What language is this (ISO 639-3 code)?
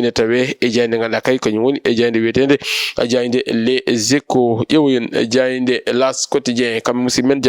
ful